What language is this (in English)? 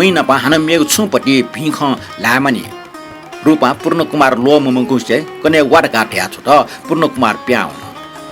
Newari